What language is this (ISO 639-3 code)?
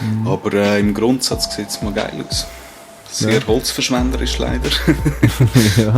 gsw